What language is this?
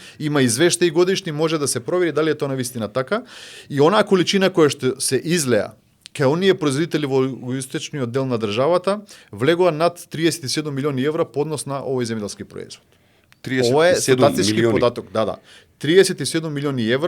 Macedonian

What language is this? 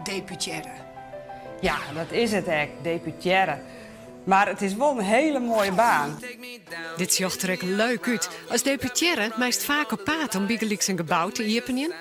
Western Frisian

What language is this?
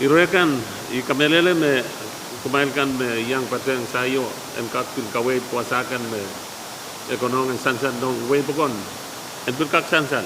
Pohnpeian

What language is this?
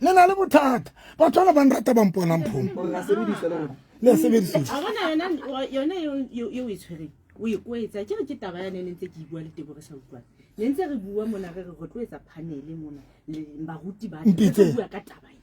Southern Sotho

